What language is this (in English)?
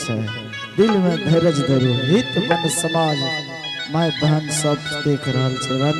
Angika